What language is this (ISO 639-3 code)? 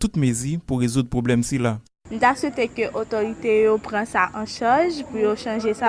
hat